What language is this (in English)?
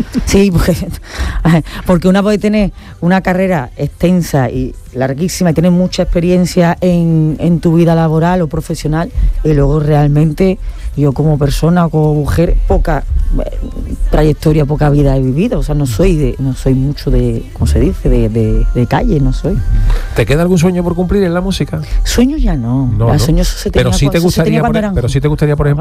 Spanish